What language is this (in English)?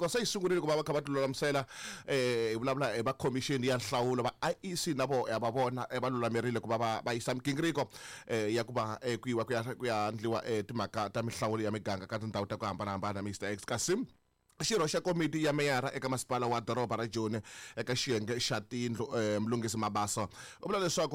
Tsonga